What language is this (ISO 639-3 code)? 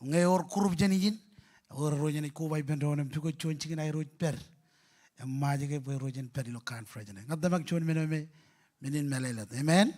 mah